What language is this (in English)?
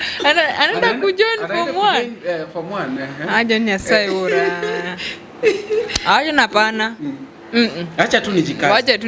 Luo (Kenya and Tanzania)